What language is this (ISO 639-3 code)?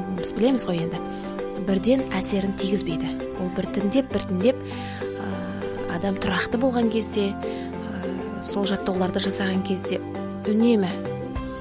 kaz